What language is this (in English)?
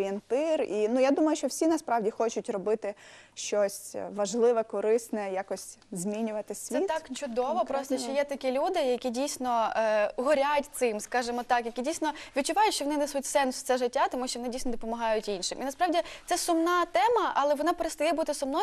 Ukrainian